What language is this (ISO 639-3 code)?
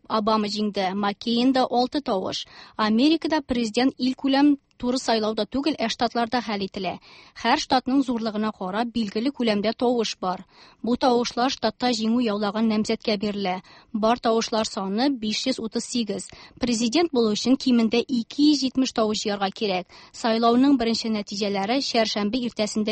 tat